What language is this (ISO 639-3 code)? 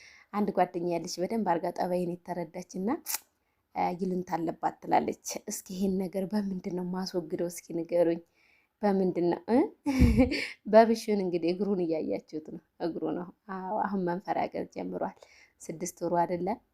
amh